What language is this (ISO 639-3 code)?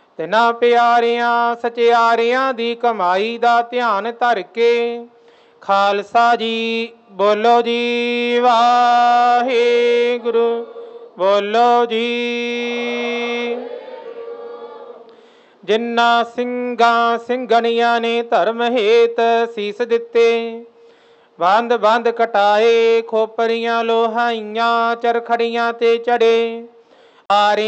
pan